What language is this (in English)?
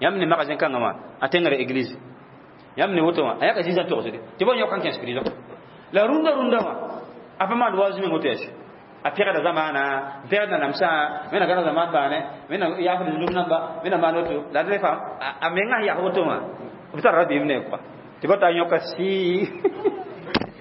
Mossi